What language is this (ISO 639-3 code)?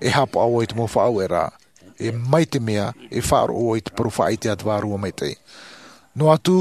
tah